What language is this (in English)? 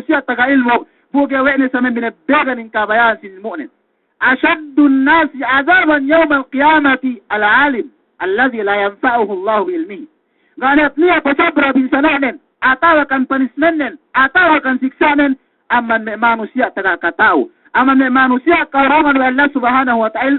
Yakan